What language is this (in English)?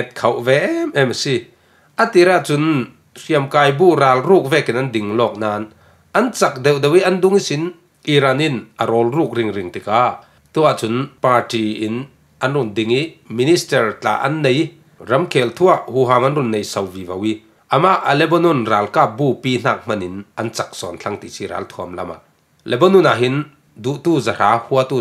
Falam Chin